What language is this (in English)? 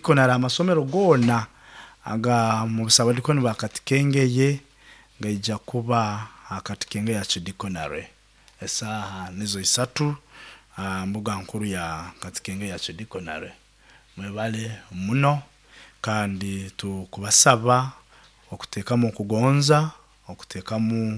Nyoro